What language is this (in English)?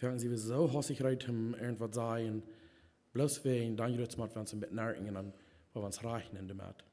Plautdietsch